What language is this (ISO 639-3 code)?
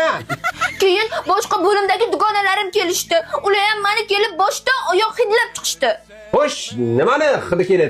uzb